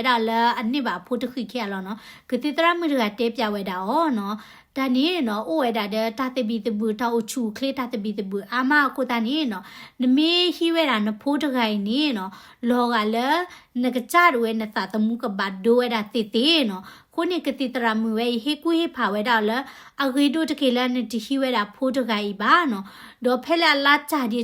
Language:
S'gaw Karen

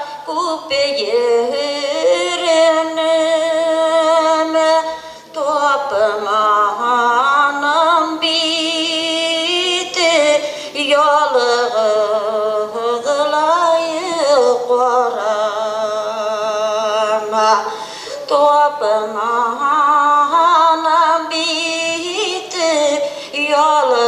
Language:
Bashkir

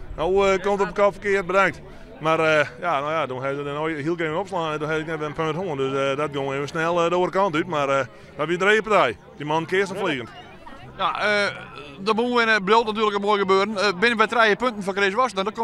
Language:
Western Frisian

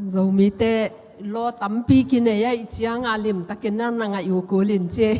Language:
Tedim Chin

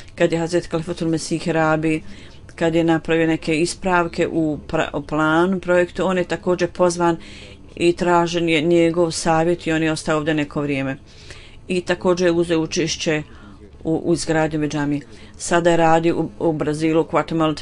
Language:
Bosnian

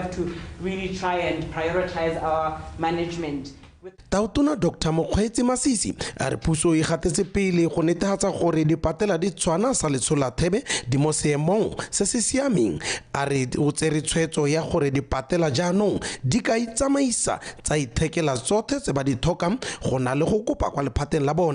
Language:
Tswana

